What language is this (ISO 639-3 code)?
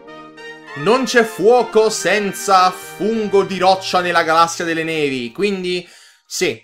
ita